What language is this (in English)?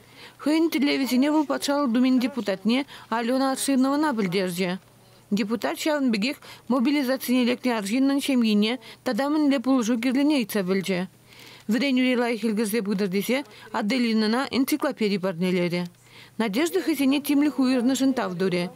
Chuvash